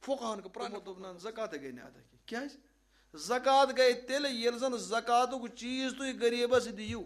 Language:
Kashmiri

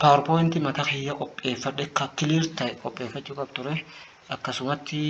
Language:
Oromo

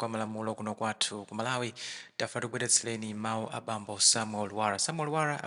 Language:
Nyanja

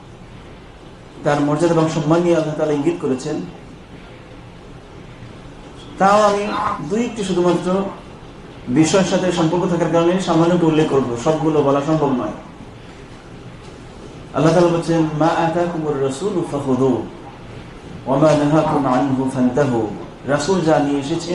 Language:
Bangla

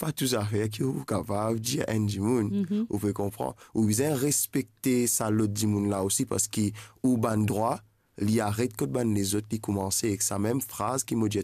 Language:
Morisyen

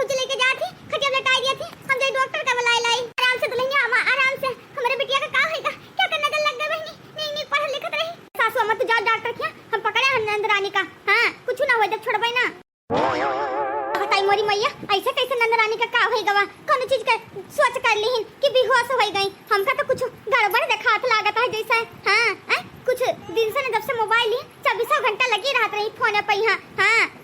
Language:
Awadhi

